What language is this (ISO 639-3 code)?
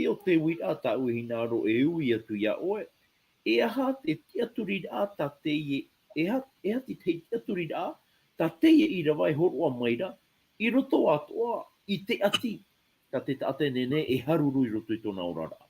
tah